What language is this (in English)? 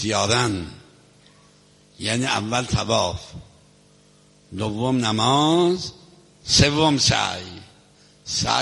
Persian